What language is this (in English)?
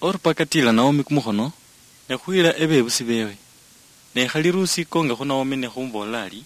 Luyia